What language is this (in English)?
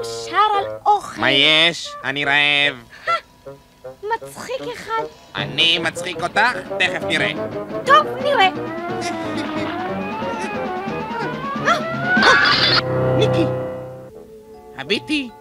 Hebrew